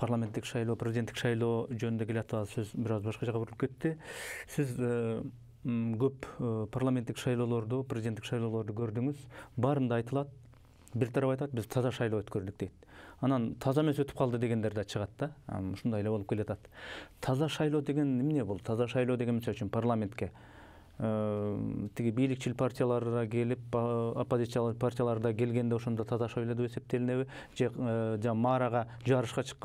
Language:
Kyrgyz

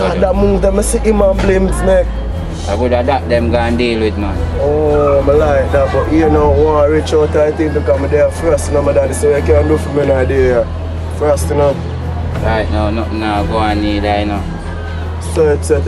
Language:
Jamaican Creole English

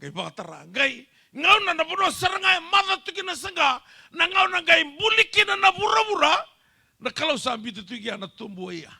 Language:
Fijian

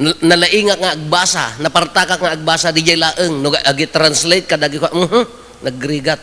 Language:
Iloko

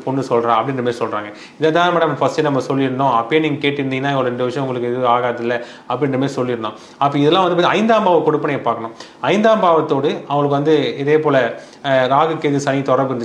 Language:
Tamil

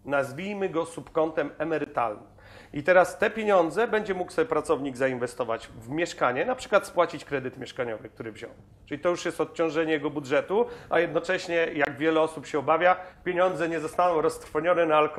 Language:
Polish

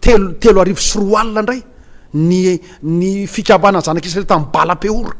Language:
Malagasy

